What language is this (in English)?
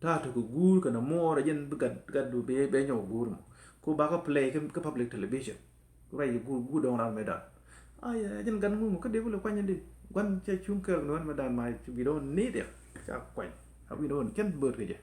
Nuer